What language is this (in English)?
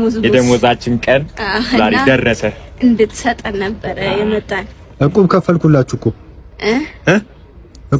Amharic